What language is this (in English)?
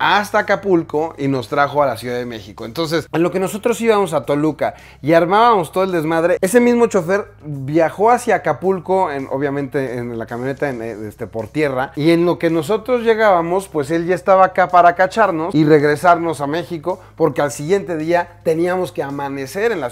Spanish